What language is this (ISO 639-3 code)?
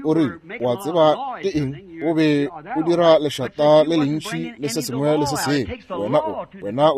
nso